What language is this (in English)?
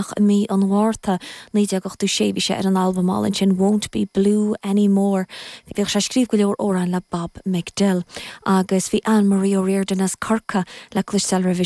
Irish